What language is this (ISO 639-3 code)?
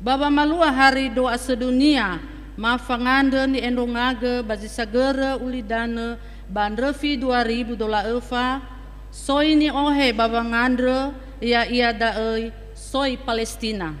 nia